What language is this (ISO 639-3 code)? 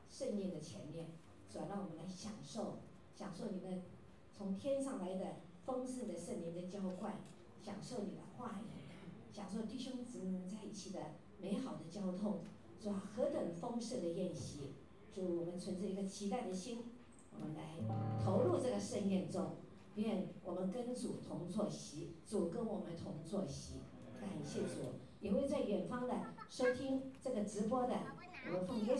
zho